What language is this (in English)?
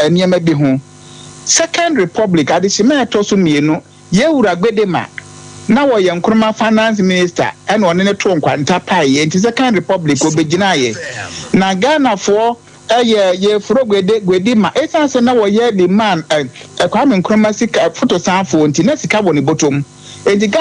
Akan